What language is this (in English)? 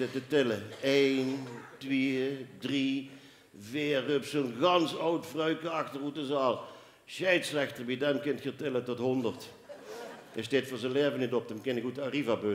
Limburgish